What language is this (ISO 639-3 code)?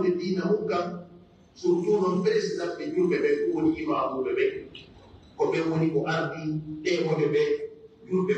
fuf